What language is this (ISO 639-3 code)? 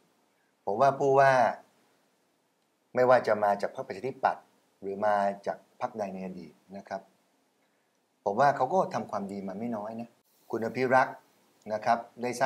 tha